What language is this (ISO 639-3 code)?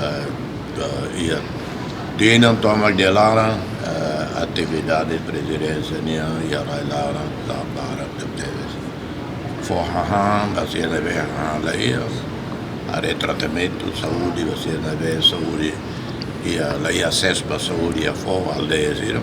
tet